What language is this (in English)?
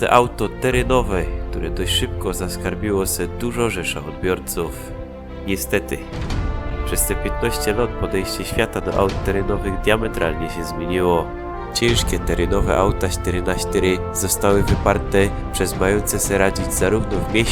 Silesian